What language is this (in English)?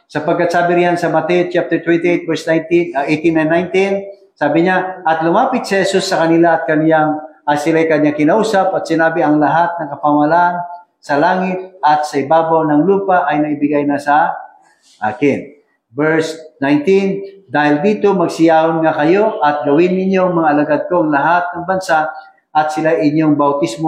Filipino